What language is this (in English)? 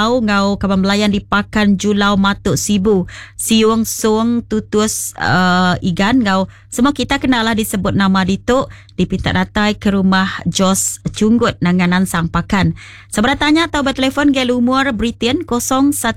Iban